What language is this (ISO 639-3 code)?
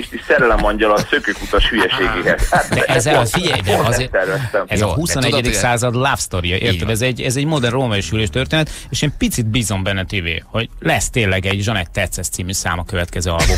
hun